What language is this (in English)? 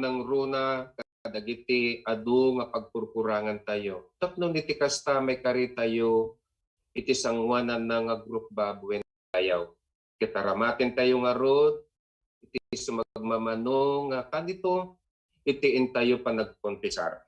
Iloko